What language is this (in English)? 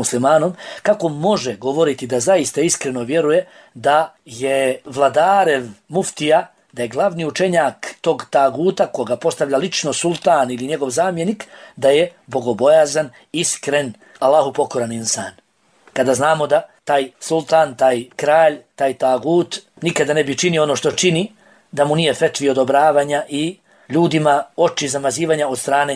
Bosnian